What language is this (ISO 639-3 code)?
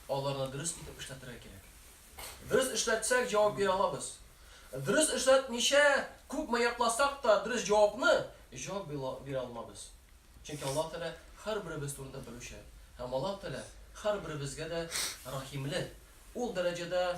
tat